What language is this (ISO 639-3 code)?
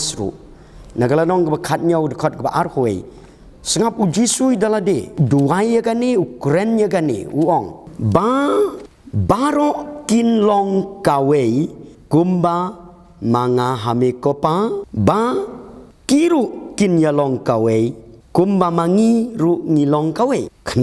kha